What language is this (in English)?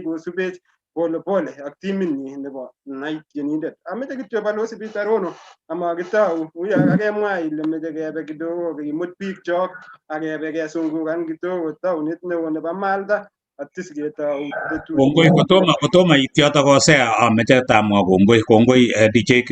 Kalenjin